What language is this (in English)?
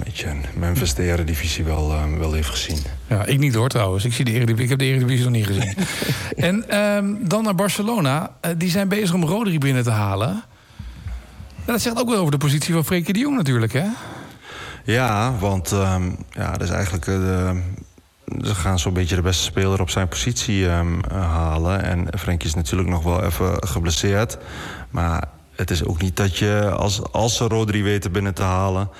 Dutch